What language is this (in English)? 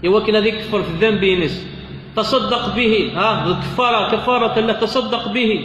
Kabyle